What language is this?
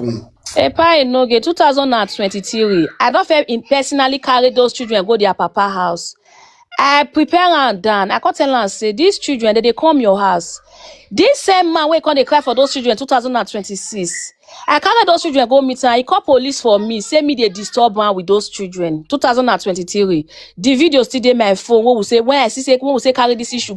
Nigerian Pidgin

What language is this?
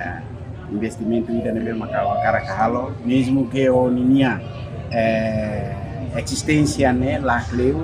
Tetum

